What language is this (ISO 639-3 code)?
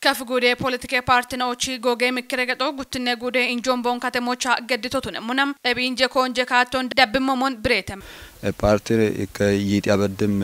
kbr